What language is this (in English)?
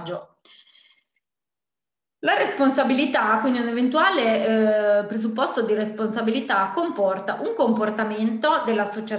Italian